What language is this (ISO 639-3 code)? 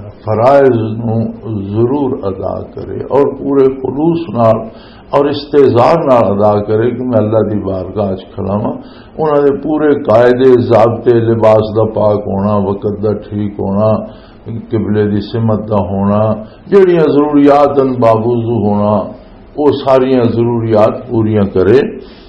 lah